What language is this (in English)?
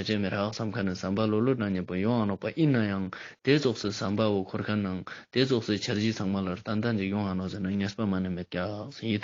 Ladakhi